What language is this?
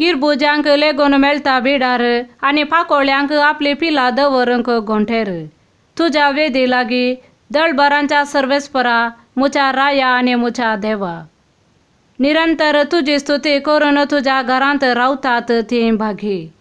Konkani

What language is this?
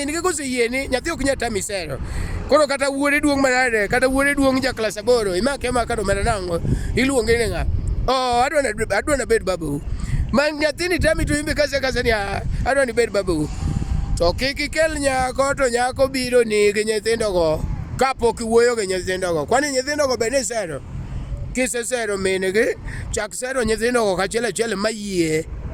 Luo (Kenya and Tanzania)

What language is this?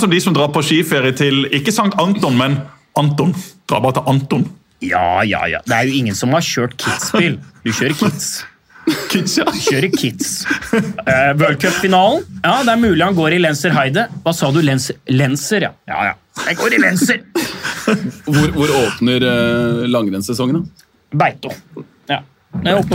Norwegian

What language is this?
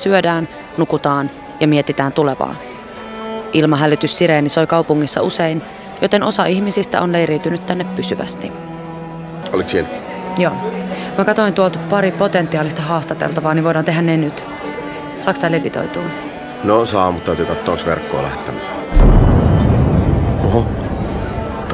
Finnish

